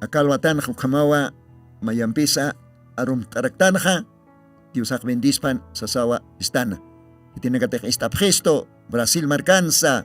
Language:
Aymara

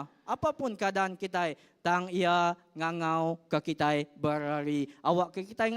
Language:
Iban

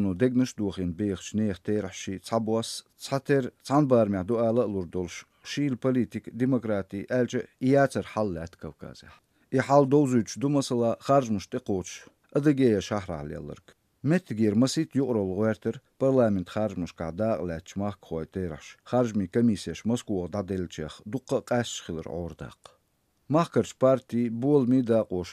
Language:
Chechen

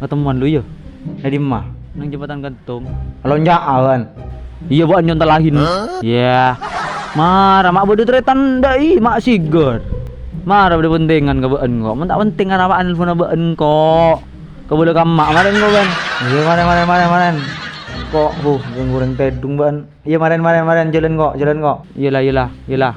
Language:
Madurese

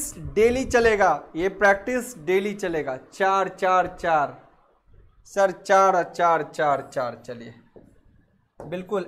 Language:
Hindi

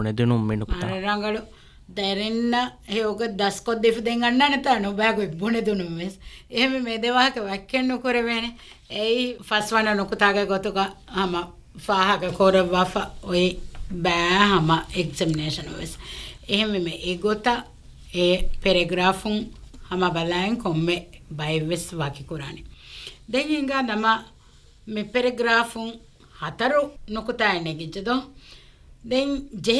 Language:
Divehi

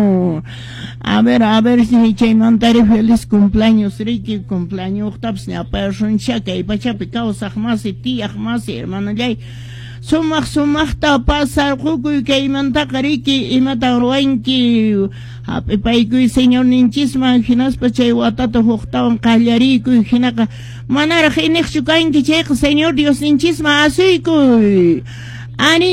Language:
Quechua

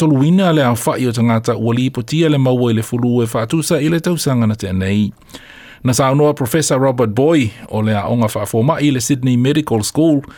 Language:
Samoan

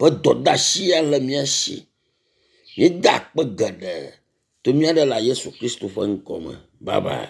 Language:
Ewe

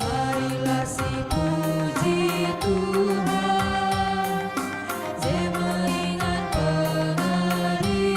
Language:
Batak Karo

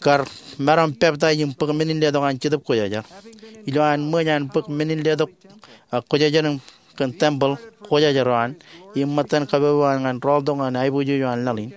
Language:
Marshallese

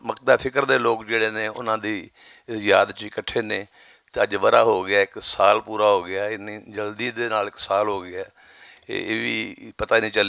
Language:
Western Panjabi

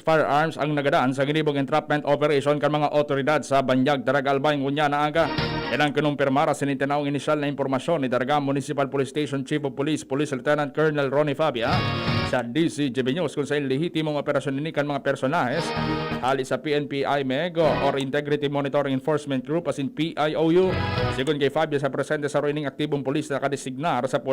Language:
Bikol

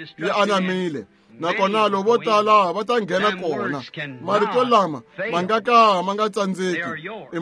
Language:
Tsonga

